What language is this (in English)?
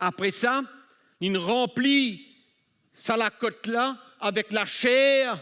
Morisyen